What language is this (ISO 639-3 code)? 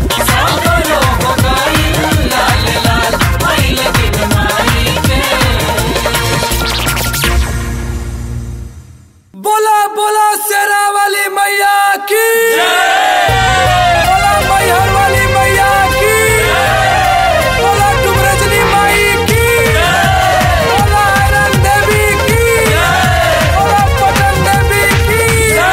bho